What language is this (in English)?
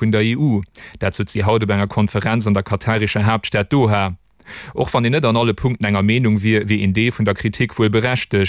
Luxembourgish